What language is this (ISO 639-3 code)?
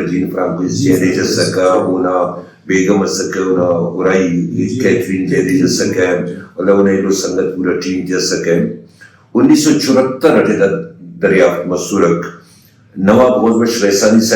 brh